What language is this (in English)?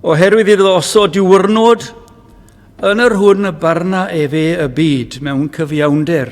Welsh